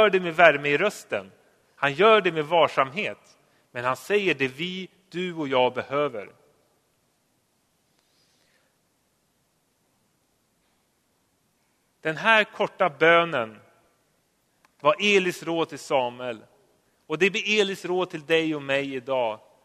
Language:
Swedish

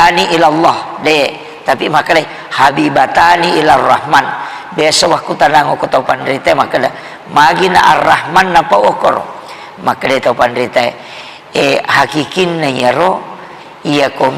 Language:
Buginese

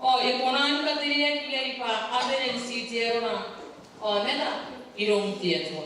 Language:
Gilbertese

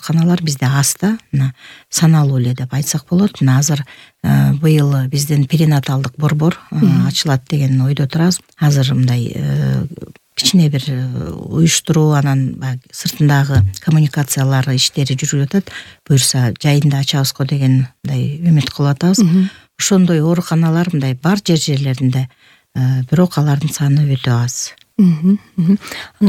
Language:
Kyrgyz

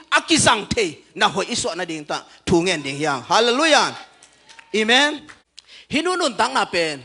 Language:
Tedim Chin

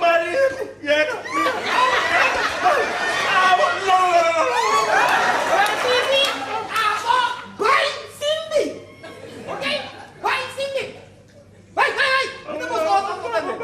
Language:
Papiamento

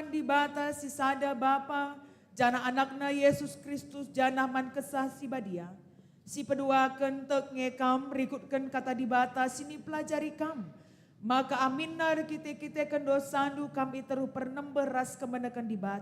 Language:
Batak Karo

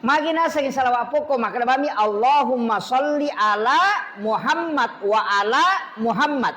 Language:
Buginese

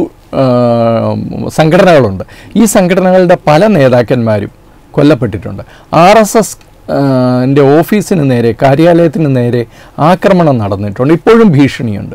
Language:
Malayalam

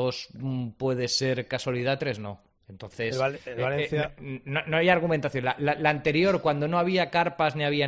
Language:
Spanish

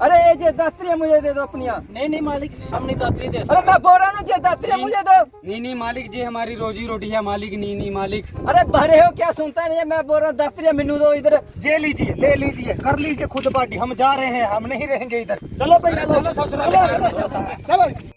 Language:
Dogri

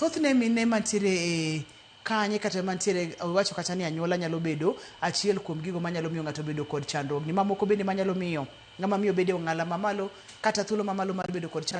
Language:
Luo (Kenya and Tanzania)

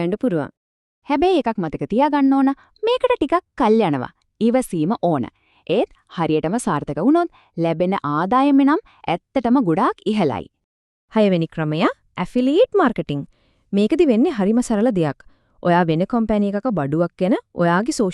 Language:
Sinhala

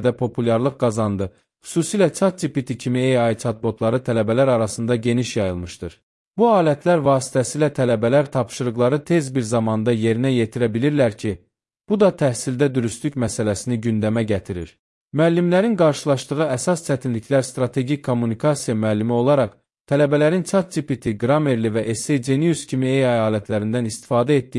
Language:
Azerbaijani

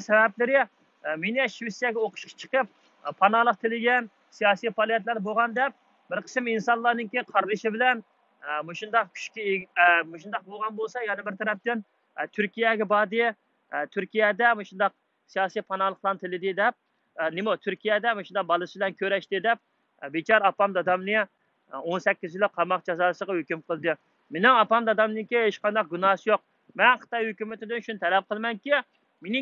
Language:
Uyghur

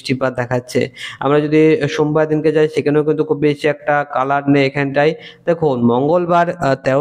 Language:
Bangla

